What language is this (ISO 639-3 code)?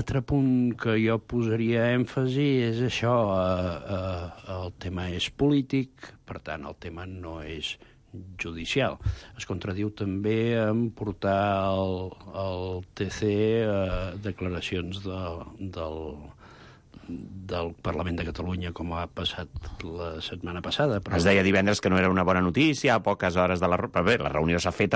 cat